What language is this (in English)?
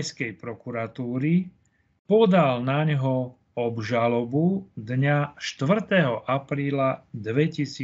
Slovak